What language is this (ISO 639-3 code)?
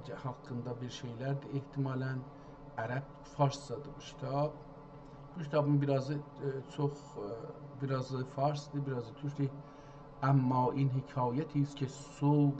azb